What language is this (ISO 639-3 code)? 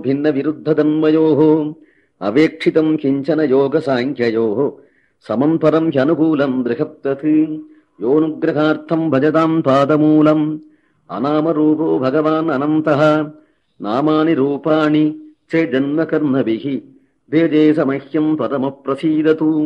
san